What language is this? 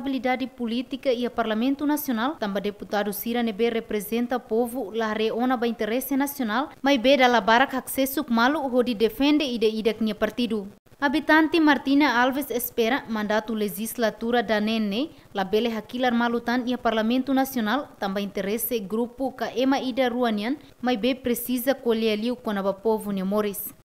Tetum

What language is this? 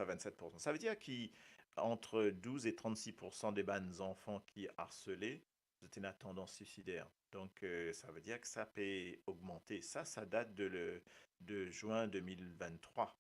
Morisyen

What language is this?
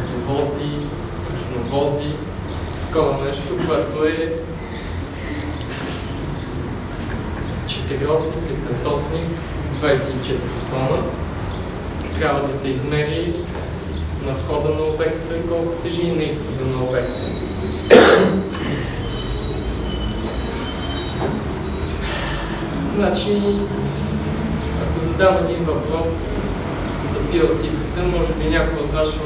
Bulgarian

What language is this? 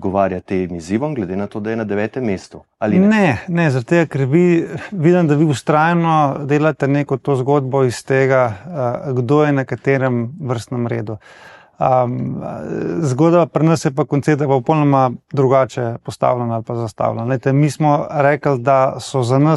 Slovenian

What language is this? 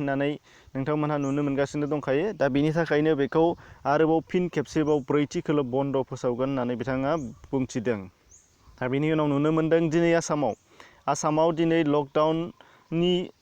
Bodo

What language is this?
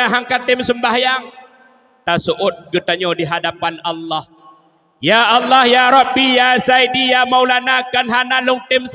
Achinese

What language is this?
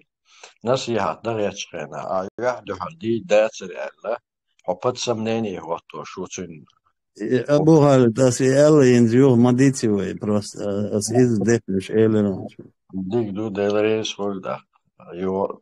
Chechen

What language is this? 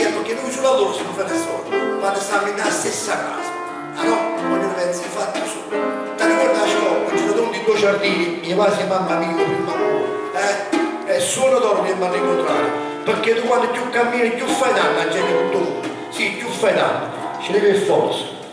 Neapolitan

